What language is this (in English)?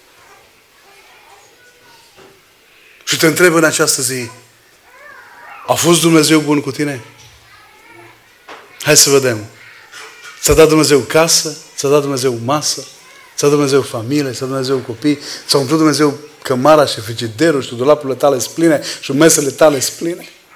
Romanian